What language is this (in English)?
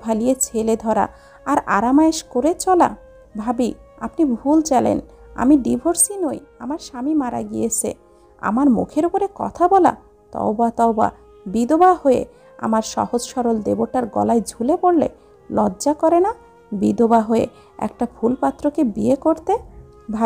Bangla